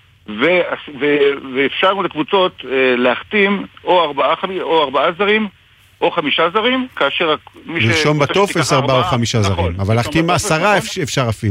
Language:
Hebrew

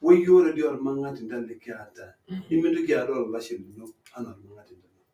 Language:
Masai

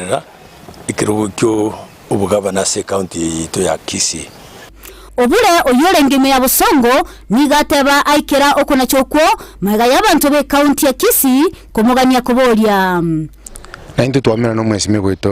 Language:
Gusii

